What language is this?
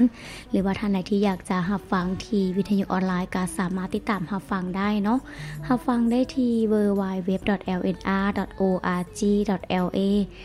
Lao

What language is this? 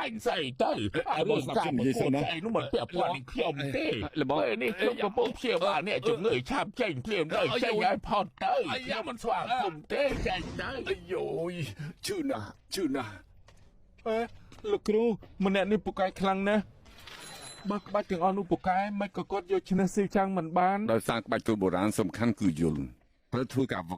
Khmer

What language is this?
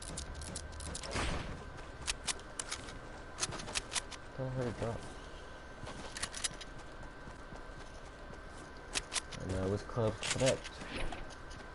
English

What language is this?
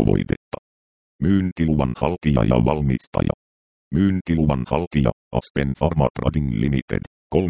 Finnish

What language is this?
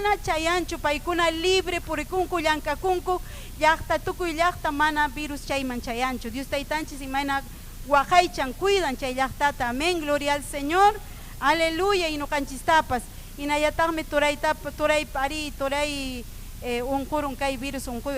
Ayacucho Quechua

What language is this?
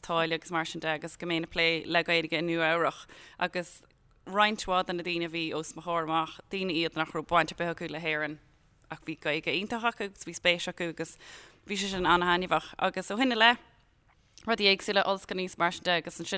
Irish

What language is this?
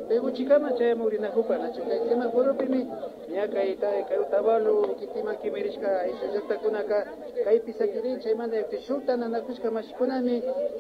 Imbabura Highland Quichua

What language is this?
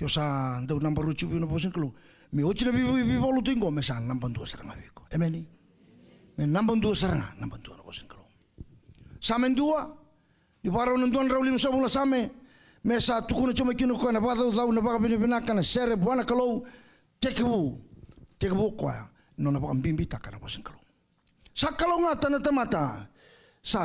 Fijian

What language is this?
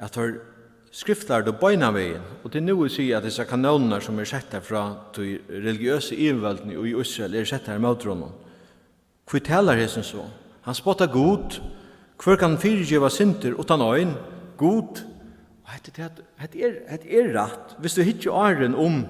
Faroese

